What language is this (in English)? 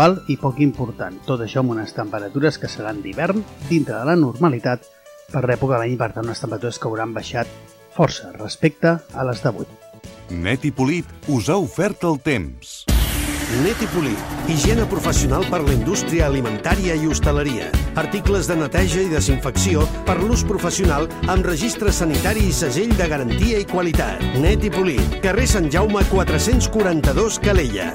Catalan